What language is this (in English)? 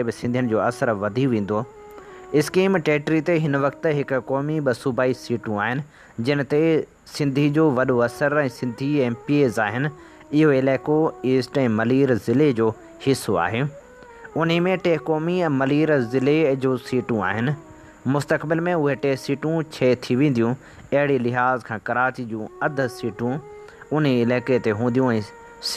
Sindhi